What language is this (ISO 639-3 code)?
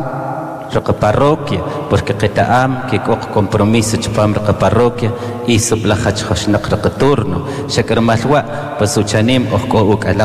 cak